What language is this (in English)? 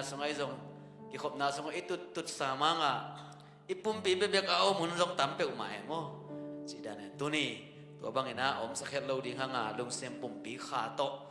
Tedim Chin